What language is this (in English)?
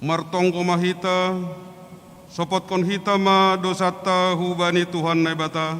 Batak Simalungun